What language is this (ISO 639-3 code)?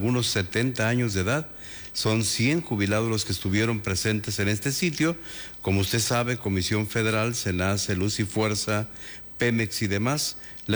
spa